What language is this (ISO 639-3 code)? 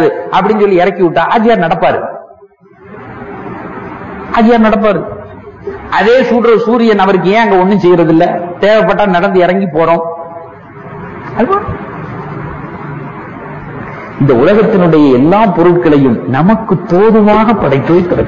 tam